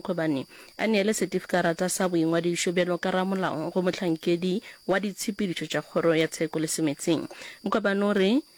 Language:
Northern Sotho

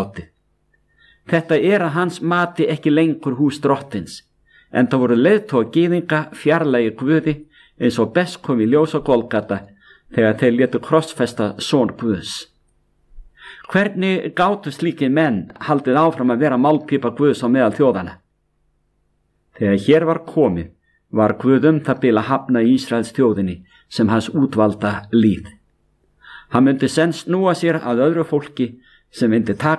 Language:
Icelandic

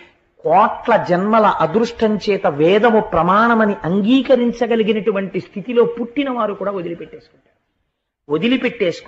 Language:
Telugu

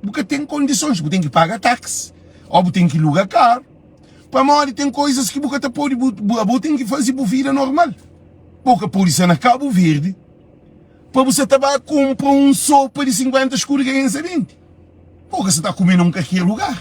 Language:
Kabuverdianu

